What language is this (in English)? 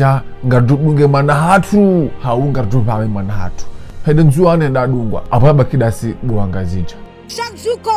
Ngazidja Comorian